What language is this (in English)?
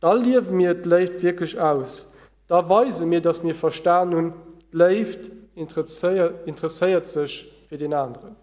Luxembourgish